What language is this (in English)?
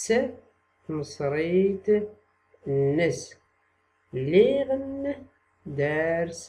Tachelhit